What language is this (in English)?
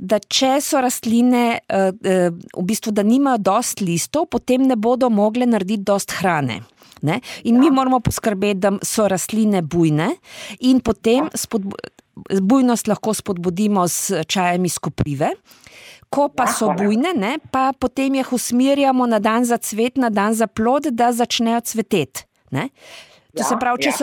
Slovenian